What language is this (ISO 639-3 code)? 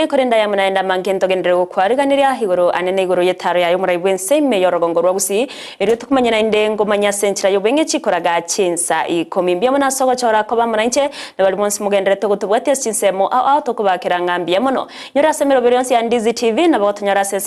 guz